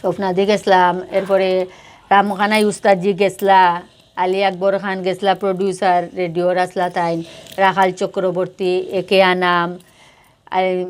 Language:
Sylheti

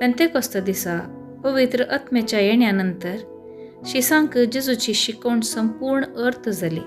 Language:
Konkani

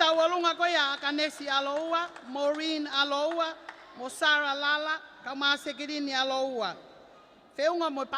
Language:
Tongan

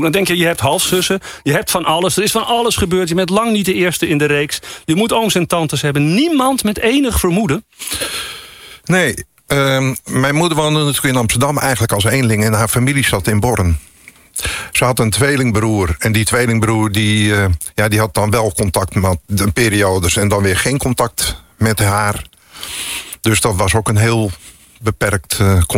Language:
Dutch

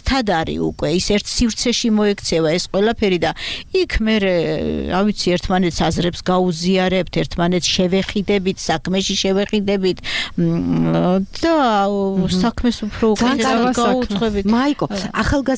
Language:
Georgian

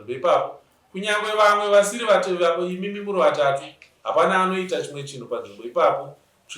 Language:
Shona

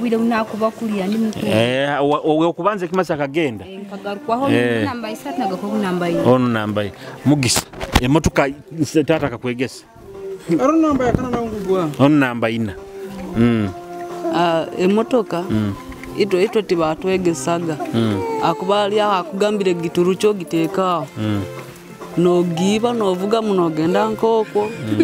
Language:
Nyoro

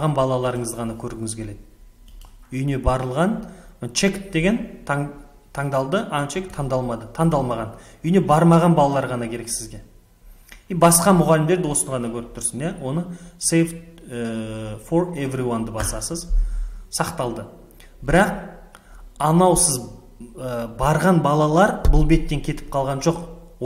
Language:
Kazakh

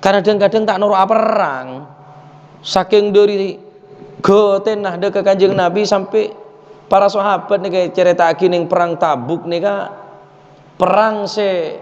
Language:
Madurese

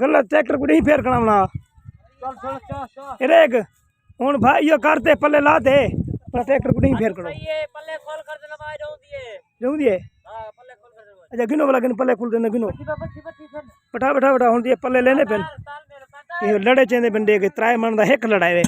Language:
Saraiki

